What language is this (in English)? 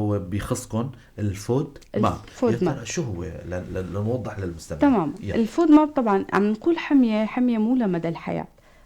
North Levantine Arabic